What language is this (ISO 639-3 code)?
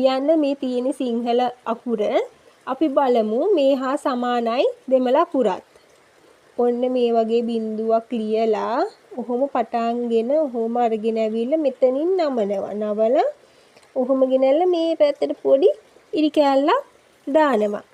sin